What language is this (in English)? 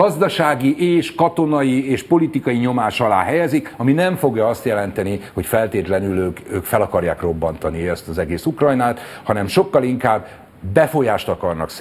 Hungarian